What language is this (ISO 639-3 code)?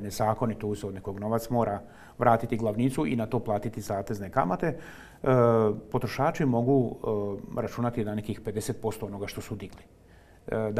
hrv